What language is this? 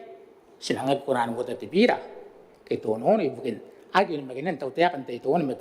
Gilbertese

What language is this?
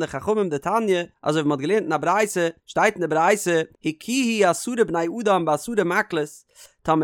Yiddish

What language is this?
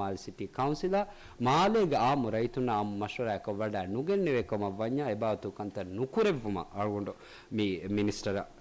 Divehi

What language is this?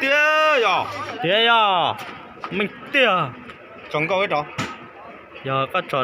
Hmong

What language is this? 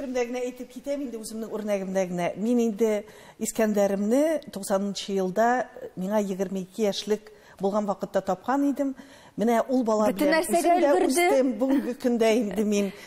Tatar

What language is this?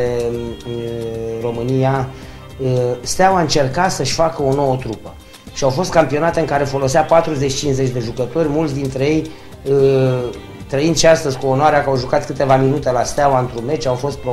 Romanian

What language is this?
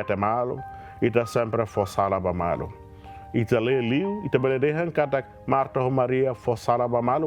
Tetum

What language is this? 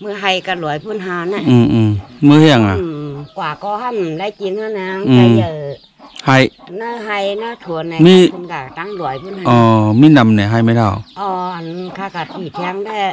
Shan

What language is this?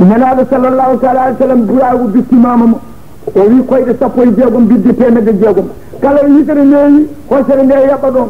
Fula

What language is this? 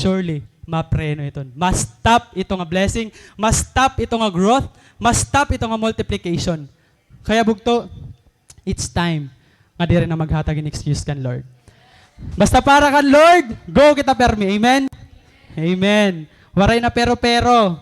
Waray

